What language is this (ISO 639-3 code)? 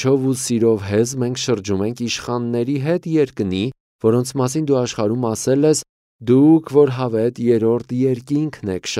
hye